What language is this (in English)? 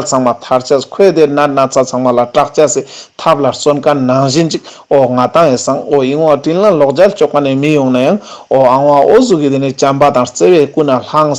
Ladakhi